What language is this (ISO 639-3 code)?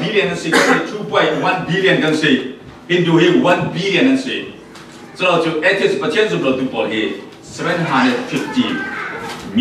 cfm